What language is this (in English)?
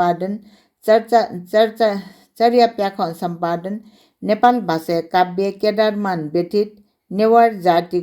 Newari